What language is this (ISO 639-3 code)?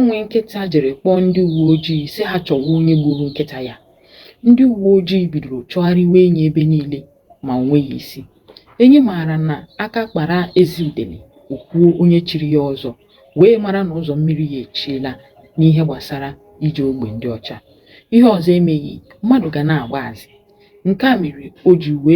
ibo